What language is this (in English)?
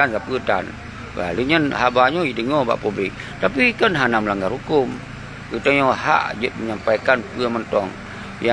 Achinese